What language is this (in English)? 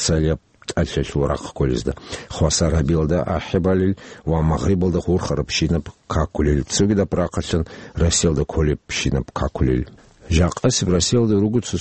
Avaric